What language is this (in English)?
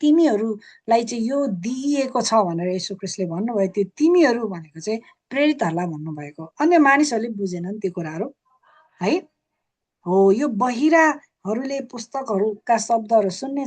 Nepali